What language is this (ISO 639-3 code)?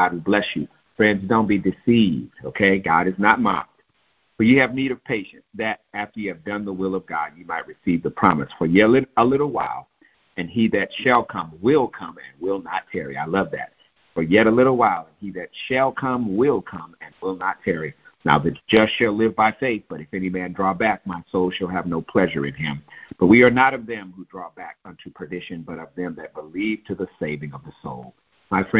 eng